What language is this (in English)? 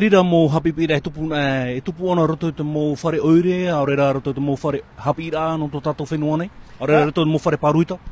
Tahitian